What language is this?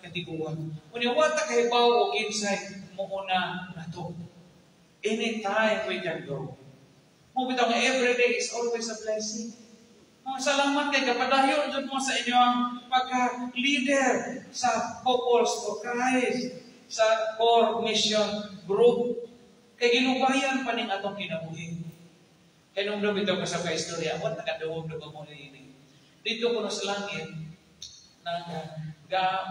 Cebuano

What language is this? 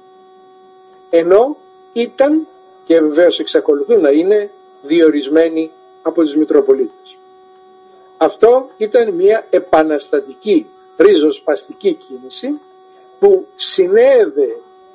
Greek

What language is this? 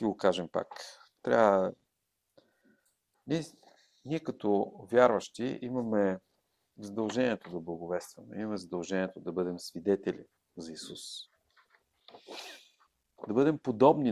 Bulgarian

